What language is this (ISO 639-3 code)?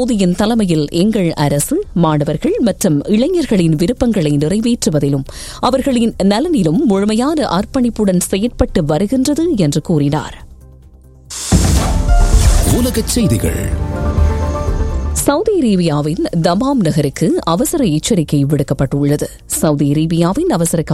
tam